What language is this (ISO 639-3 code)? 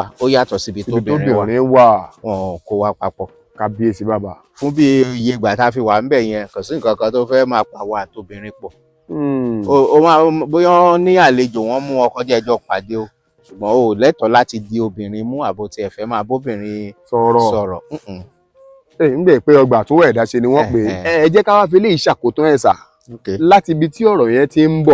yor